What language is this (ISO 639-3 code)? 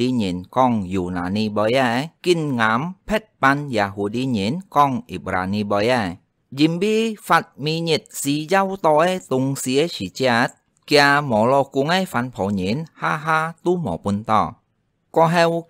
hak